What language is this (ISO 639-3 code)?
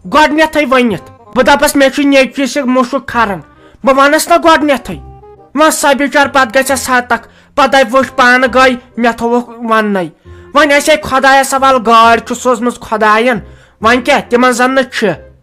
kas